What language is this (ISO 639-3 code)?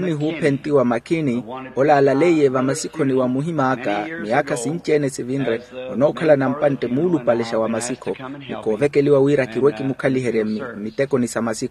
vmw